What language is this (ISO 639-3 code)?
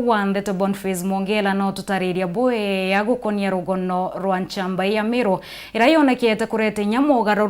mer